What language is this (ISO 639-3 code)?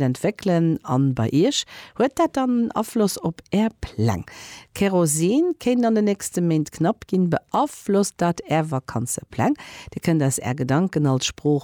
ltz